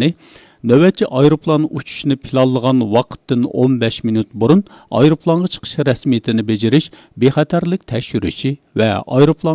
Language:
Uyghur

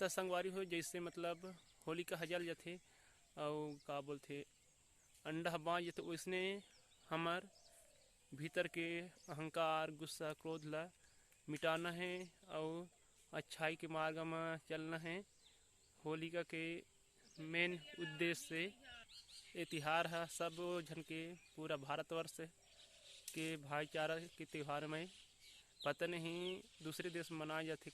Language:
Chhattisgarhi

